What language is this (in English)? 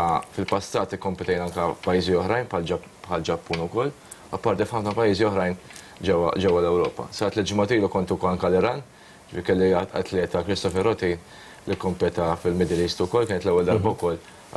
Maltese